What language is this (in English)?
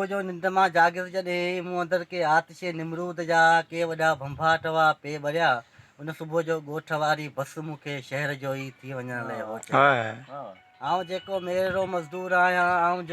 Sindhi